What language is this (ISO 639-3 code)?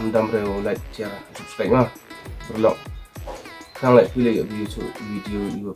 kha